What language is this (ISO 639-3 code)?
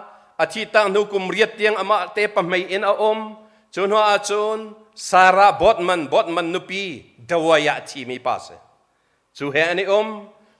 cnh